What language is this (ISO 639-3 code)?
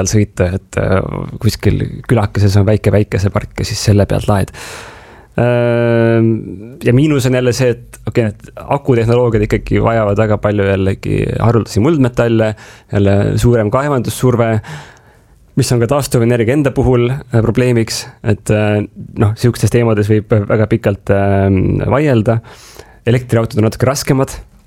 est